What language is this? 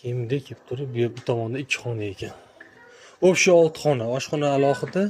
Uzbek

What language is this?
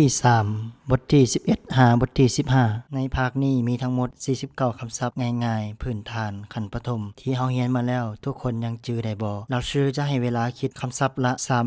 Lao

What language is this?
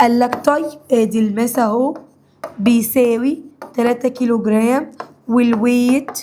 Egyptian Arabic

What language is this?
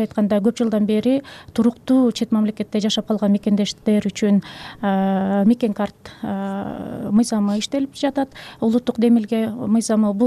Kyrgyz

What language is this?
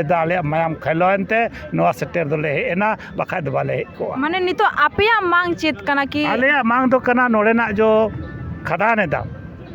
Santali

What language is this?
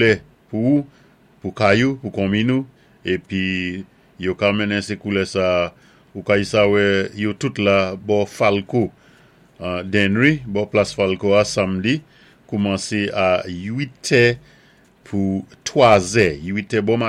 Saint Lucian Creole French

